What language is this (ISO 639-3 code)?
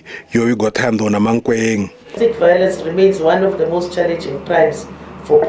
ven